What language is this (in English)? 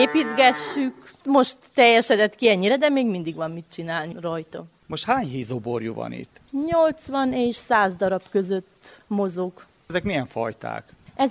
Hungarian